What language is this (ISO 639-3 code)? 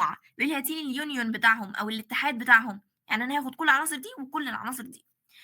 arz